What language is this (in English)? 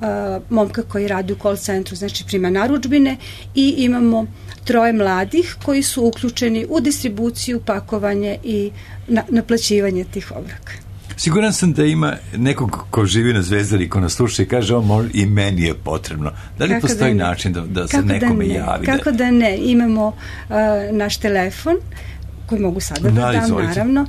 Serbian